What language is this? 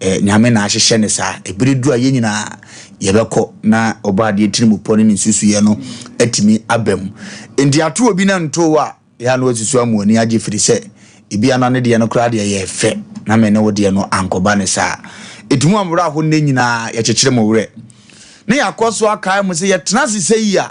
Akan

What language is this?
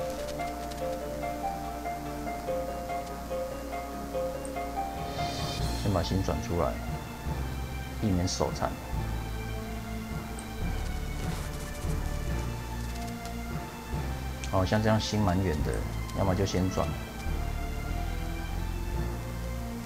Chinese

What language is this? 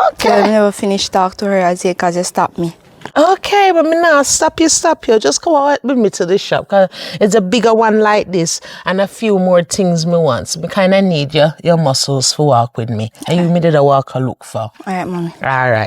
Jamaican Creole English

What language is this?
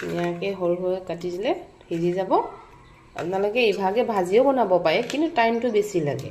Assamese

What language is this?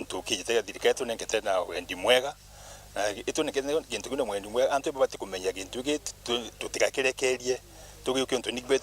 Meru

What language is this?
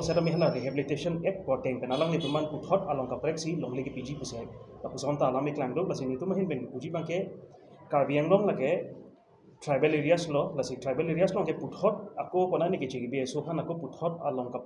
Karbi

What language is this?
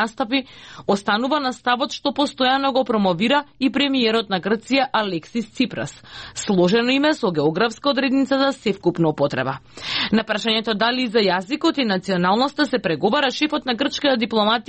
Macedonian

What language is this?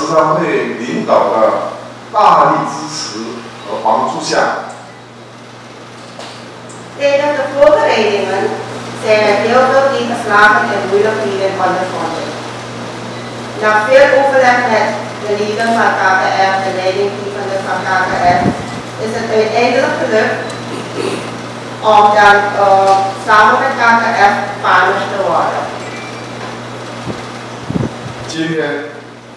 Dutch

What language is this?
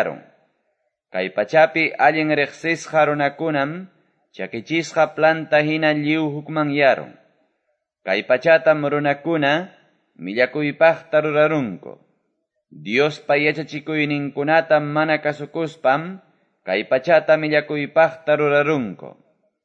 Quechua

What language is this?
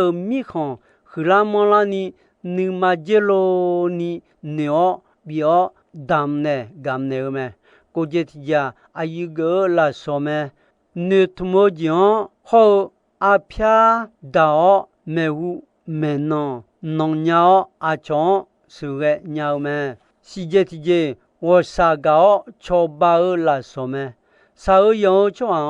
Akha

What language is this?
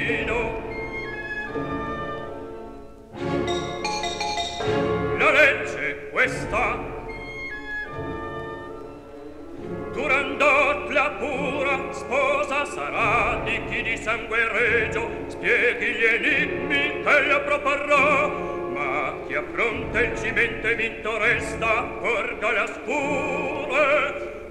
Italian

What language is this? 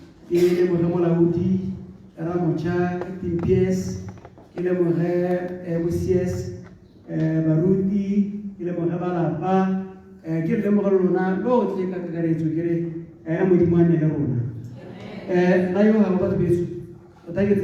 Tswana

